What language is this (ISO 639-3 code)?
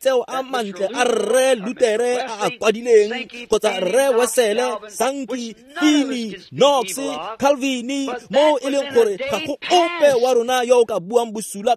tsn